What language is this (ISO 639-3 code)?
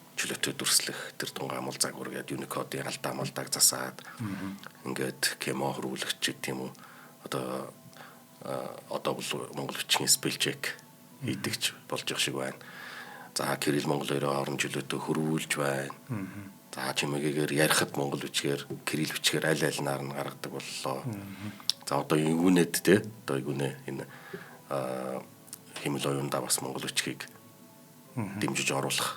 mon